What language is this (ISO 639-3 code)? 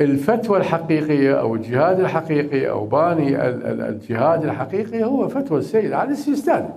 acm